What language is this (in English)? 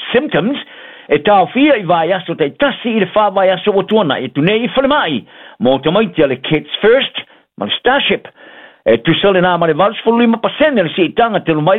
Samoan